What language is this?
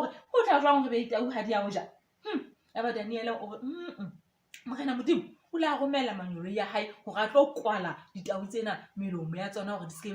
Southern Sotho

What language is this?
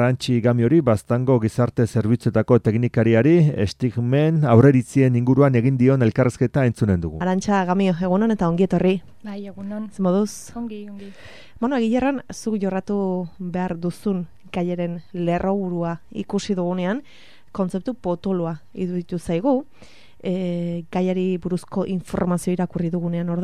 Basque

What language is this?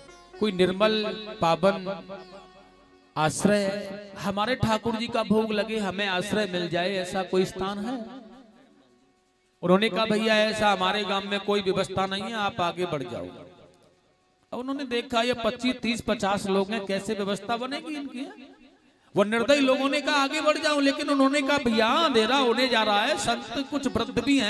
Hindi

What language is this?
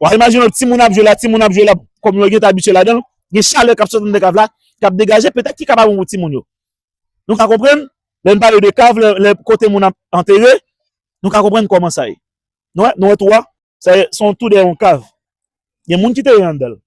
Haitian Creole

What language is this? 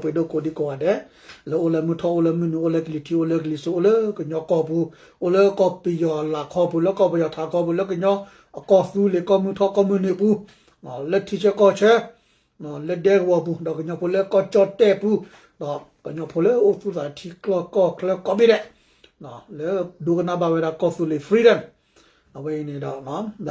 S'gaw Karen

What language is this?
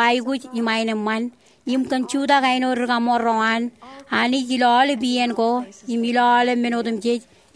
Marshallese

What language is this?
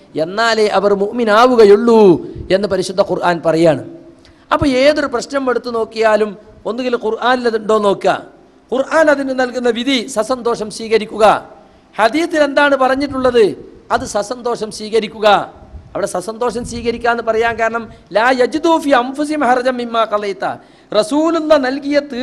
Malayalam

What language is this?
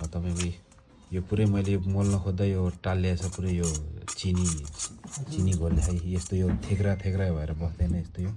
Nepali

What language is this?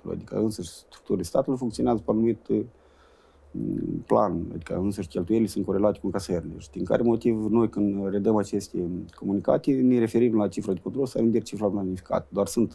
Romanian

